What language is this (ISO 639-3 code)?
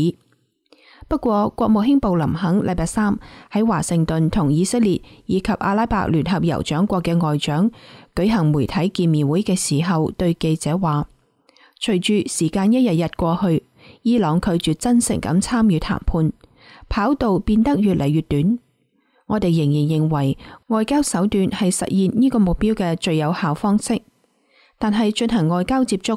yue